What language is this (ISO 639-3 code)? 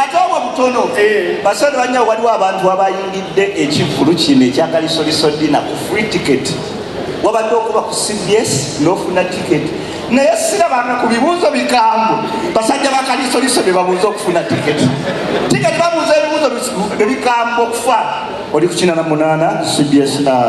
lug